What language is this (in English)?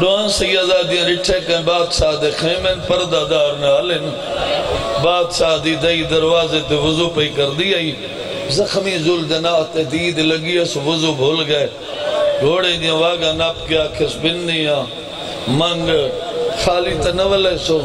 Saraiki